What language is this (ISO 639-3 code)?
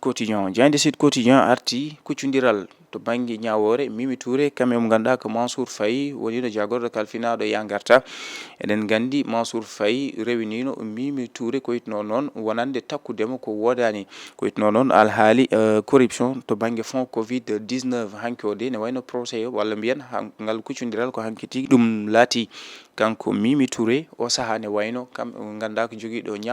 ful